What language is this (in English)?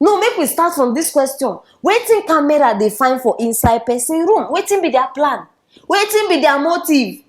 Nigerian Pidgin